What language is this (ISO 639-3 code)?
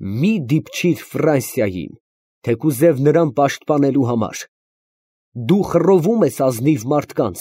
hye